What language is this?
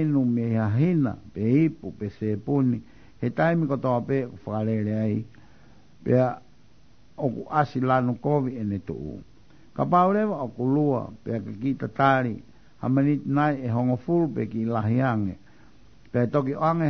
Tongan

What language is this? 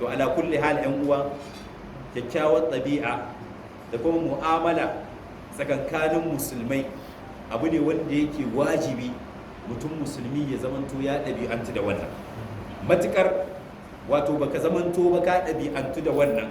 Hausa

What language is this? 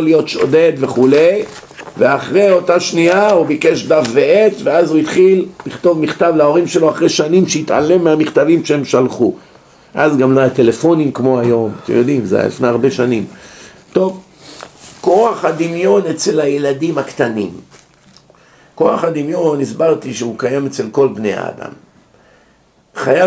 Hebrew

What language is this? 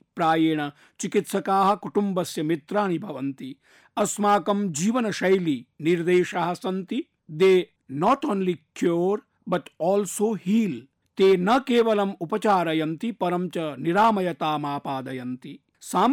Sanskrit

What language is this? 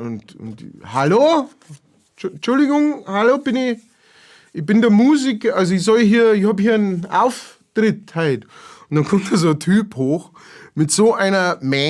Bavarian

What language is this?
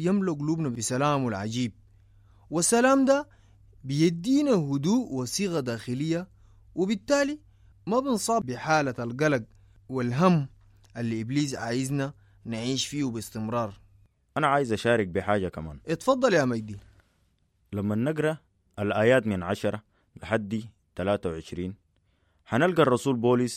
Sudanese Arabic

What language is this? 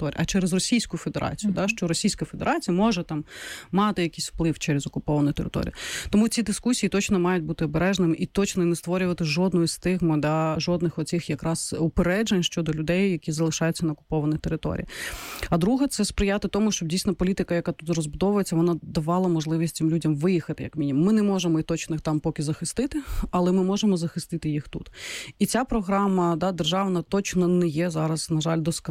Ukrainian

